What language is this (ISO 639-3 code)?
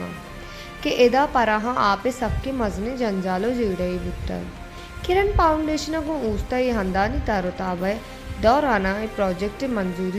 bal